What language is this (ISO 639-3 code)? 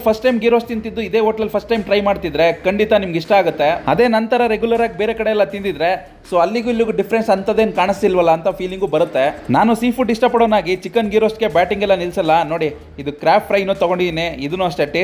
kan